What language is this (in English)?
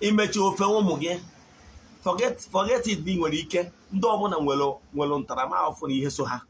Igbo